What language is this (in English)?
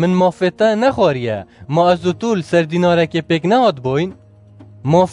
Kurdish